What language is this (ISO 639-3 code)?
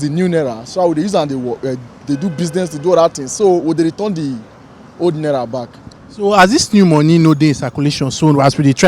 pcm